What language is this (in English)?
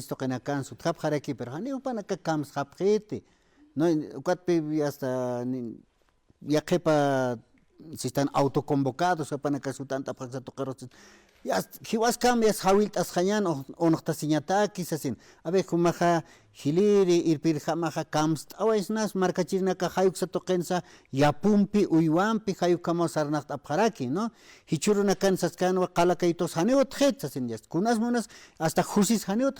Aymara